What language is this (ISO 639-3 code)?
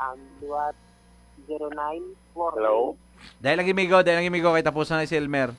hil